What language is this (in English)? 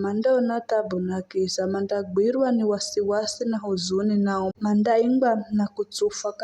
Giryama